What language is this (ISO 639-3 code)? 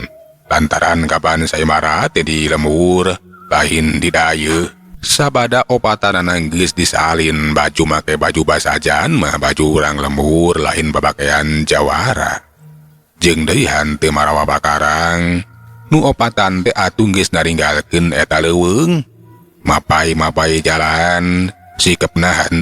sun